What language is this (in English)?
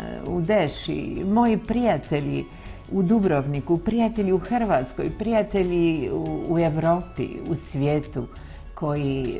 Croatian